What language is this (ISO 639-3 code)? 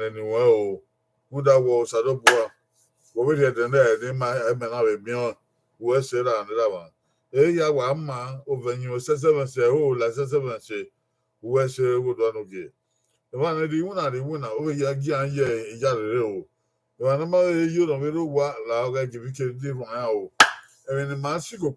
bin